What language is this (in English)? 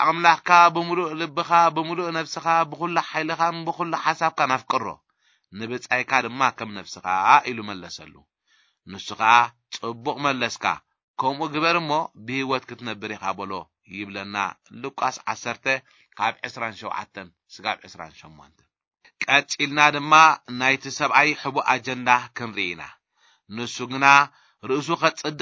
Tigrinya